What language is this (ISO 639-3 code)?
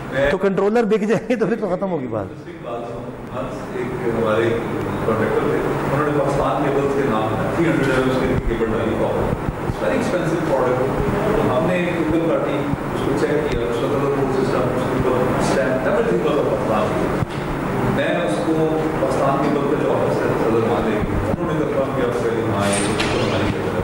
urd